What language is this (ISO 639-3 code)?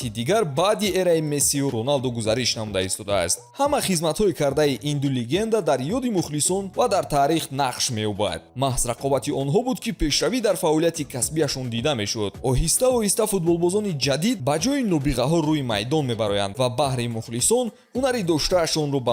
tgk